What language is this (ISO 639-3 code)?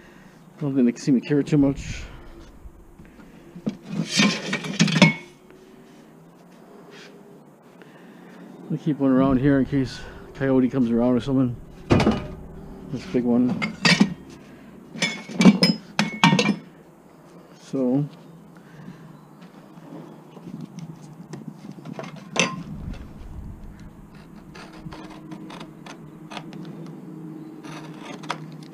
eng